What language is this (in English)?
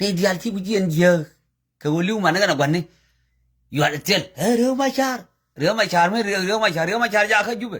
Nuer